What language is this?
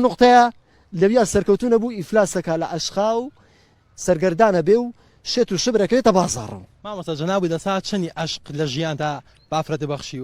Central Kurdish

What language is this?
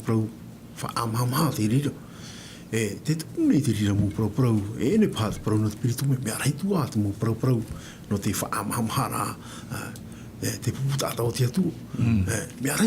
Tahitian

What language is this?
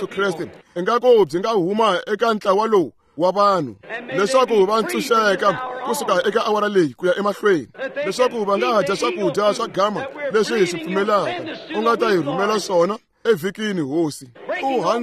Tsonga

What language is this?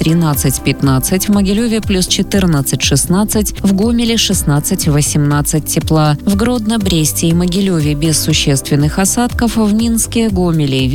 Russian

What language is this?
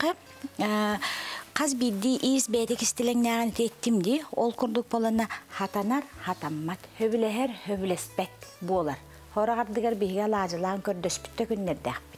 Yakut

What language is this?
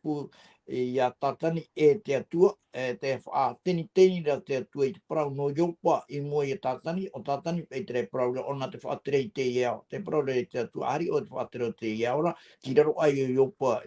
Tahitian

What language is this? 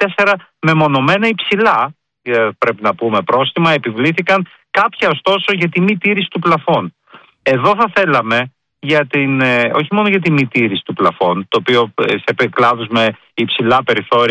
Greek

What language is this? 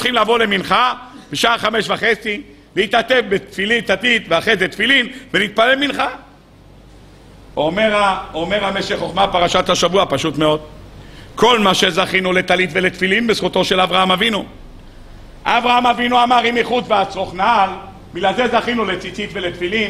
Hebrew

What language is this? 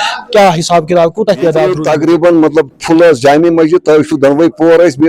Kashmiri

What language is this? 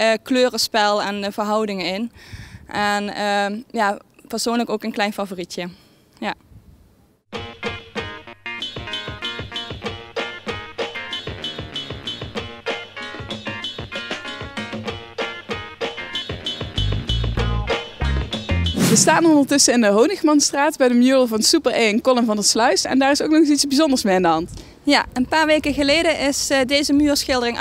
Dutch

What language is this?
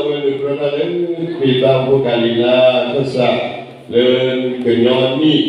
S'gaw Karen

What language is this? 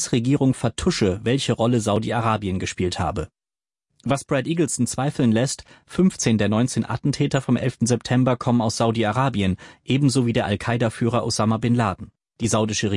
German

